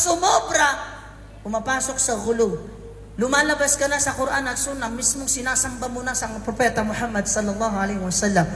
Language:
Maranao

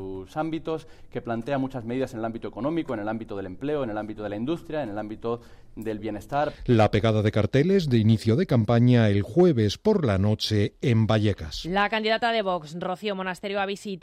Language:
Spanish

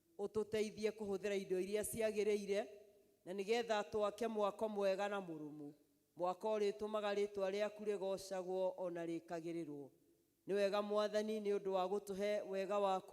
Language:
Kikuyu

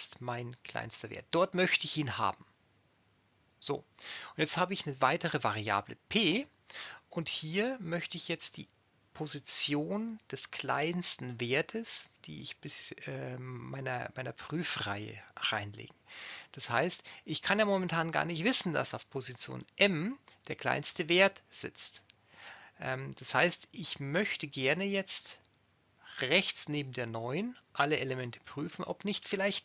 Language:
German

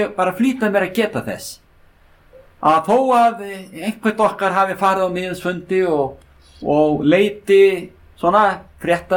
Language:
Icelandic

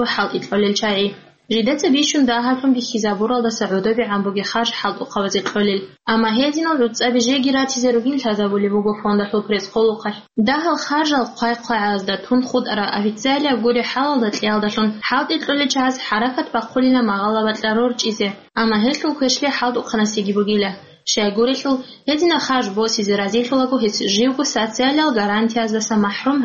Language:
Avaric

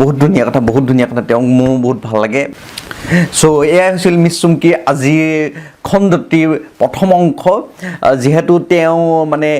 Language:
Assamese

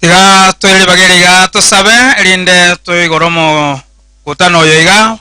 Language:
Gusii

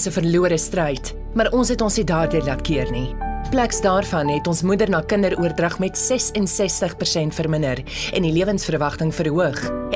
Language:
Afrikaans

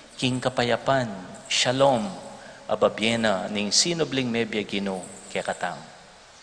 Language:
Pampanga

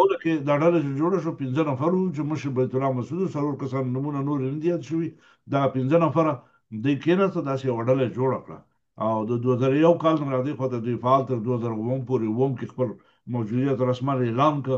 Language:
Pashto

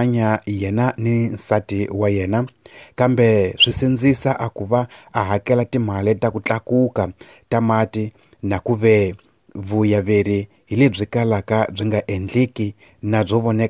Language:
Tsonga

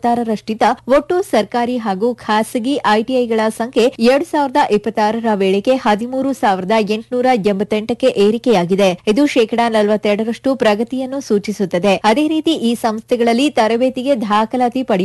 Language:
Kannada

